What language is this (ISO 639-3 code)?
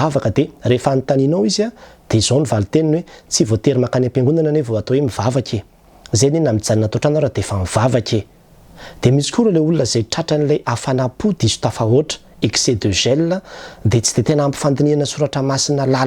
mlg